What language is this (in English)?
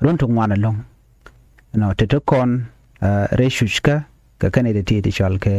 Nuer